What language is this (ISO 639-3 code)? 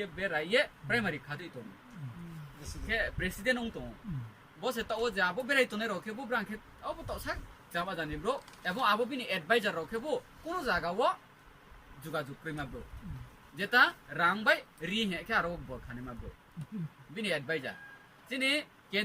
ria